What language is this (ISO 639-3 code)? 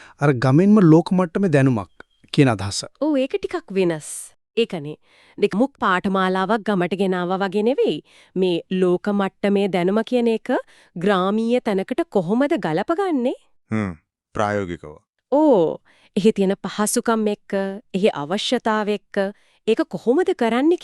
sin